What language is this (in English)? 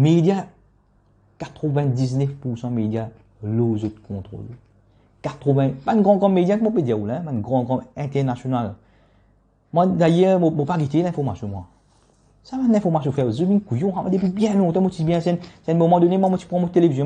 Morisyen